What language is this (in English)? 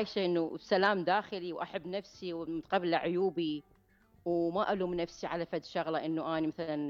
Mesopotamian Arabic